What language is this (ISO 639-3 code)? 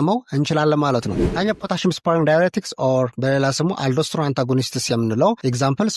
amh